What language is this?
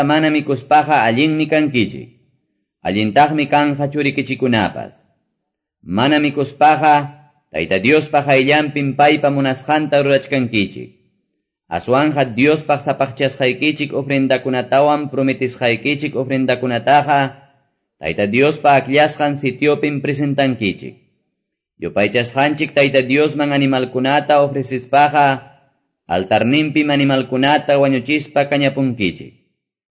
Quechua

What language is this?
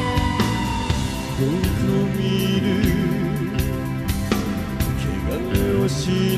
Japanese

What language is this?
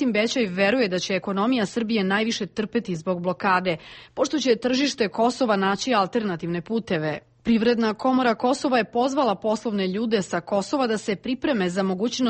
Serbian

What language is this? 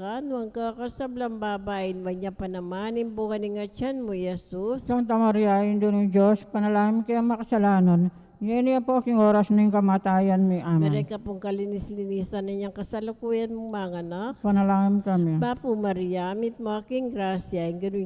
Pampanga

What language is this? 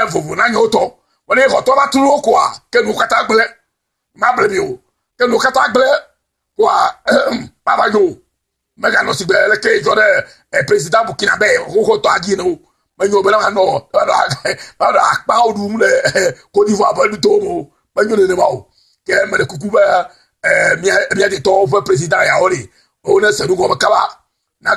Ewe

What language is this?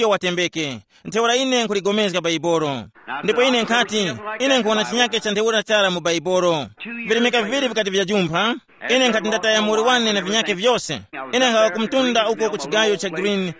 Tumbuka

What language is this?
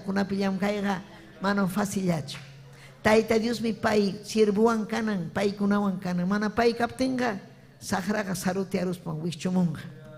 Ayacucho Quechua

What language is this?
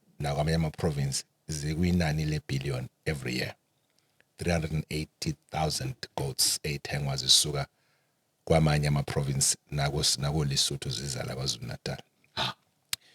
Zulu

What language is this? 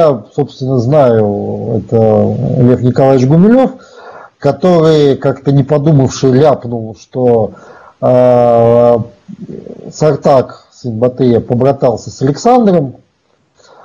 Russian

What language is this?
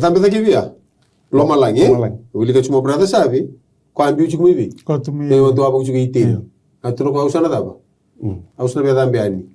Fijian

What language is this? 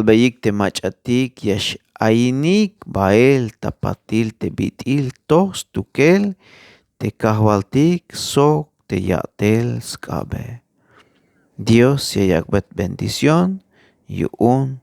Tzeltal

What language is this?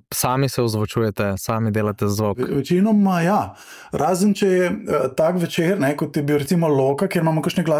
Slovenian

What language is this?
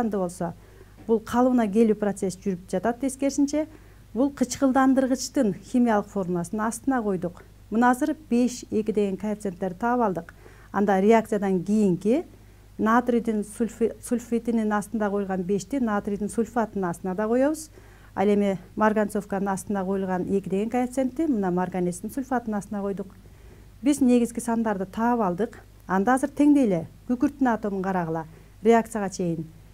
Kyrgyz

